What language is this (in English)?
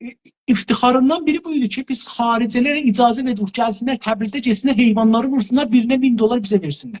South Azerbaijani